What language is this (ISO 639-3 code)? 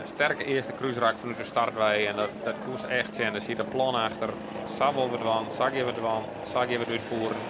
fry